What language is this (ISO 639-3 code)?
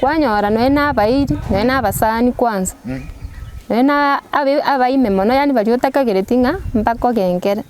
guz